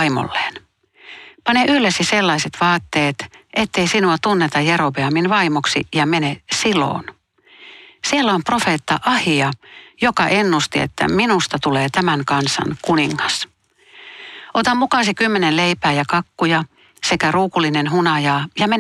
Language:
Finnish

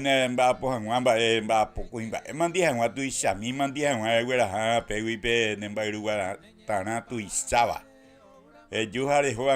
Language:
Guarani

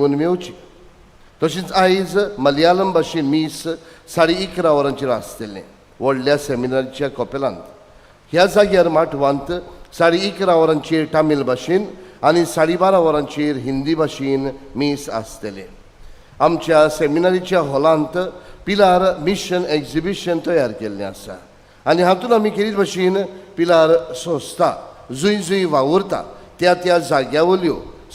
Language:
Konkani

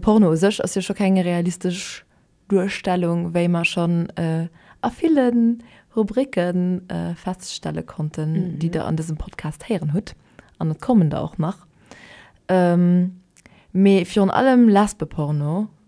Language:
Luxembourgish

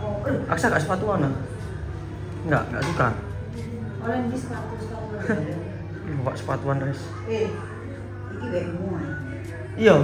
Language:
Indonesian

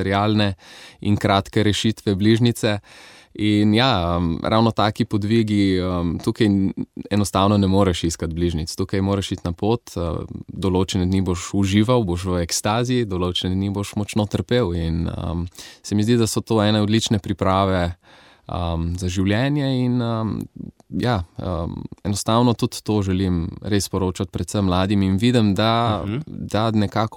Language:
Slovenian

